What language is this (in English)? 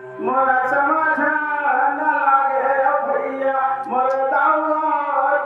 Chhattisgarhi